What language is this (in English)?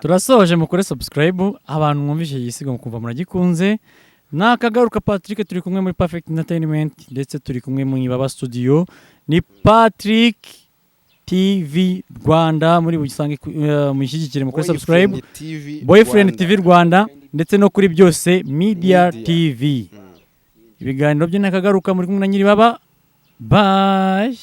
Kinyarwanda